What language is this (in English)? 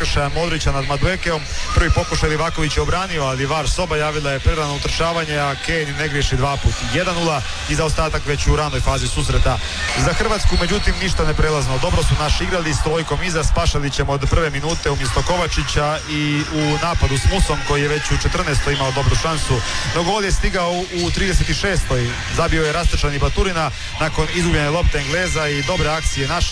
Croatian